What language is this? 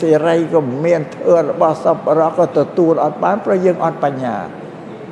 Khmer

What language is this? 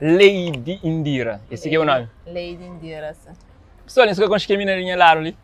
Kabuverdianu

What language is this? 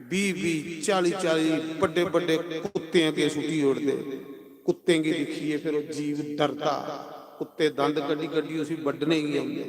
Dogri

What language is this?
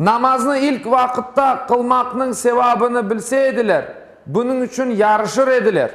Crimean Tatar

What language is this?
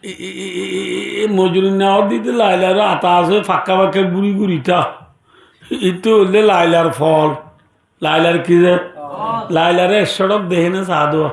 Rohingya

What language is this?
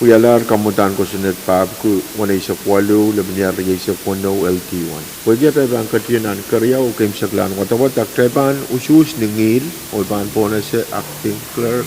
Pohnpeian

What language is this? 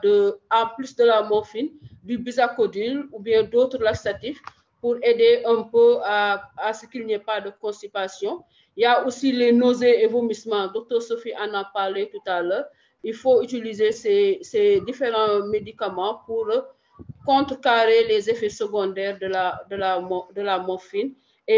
French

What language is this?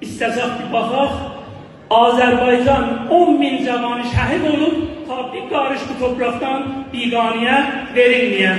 South Azerbaijani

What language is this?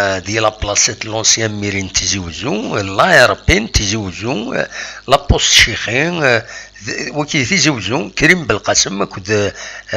Kabyle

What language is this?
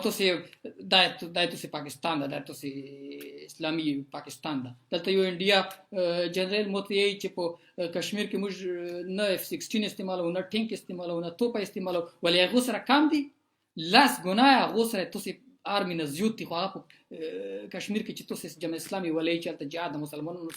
Pashto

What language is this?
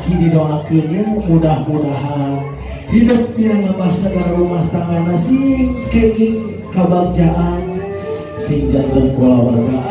Sundanese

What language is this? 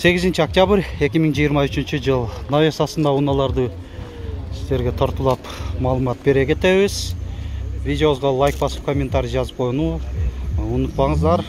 Kyrgyz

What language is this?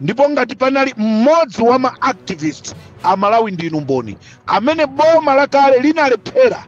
Nyanja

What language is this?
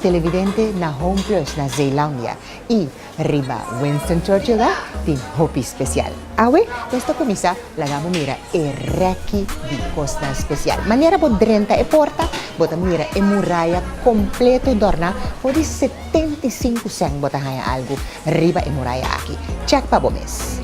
Papiamento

